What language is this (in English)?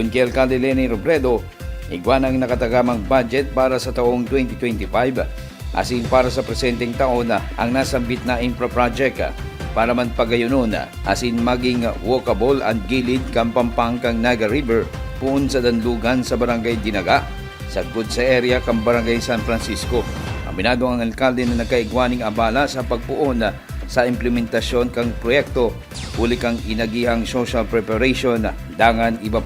Bikol